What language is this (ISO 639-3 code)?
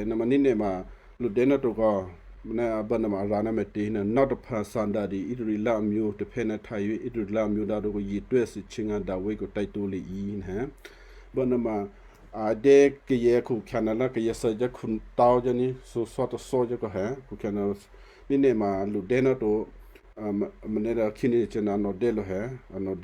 kyu